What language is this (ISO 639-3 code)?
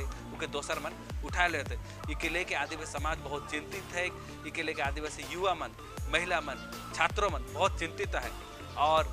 sck